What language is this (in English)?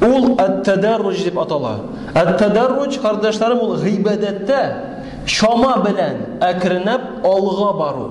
Tatar